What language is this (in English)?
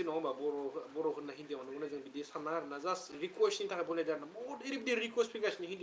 Bodo